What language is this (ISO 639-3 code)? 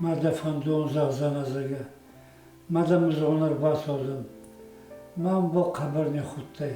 oss